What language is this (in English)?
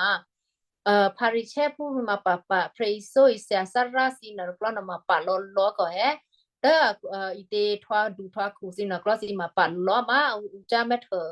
Western Kayah